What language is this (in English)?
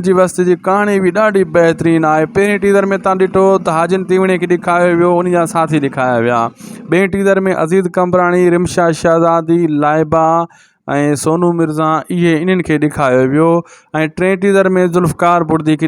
Sindhi